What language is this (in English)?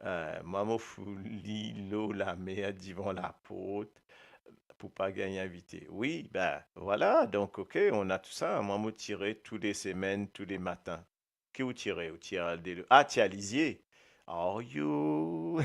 Morisyen